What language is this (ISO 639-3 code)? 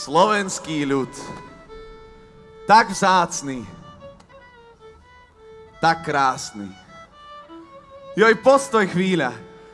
slk